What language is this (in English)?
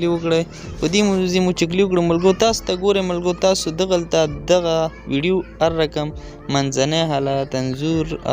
Pashto